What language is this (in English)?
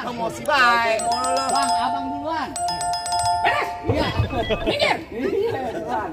Betawi